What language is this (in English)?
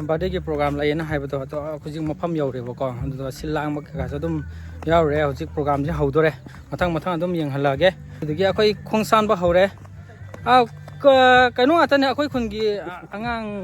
Manipuri